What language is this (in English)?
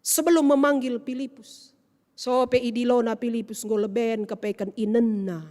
Batak Karo